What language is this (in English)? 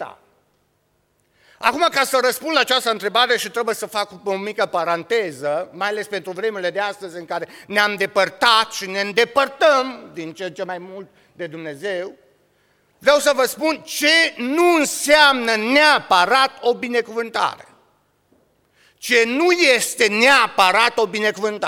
Romanian